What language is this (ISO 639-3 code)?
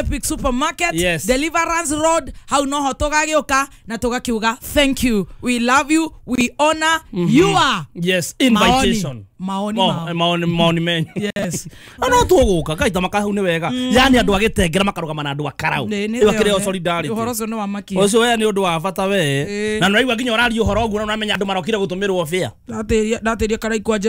kik